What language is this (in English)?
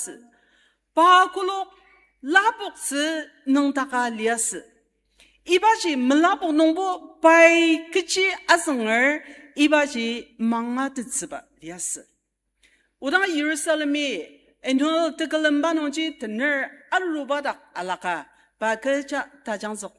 Ao Naga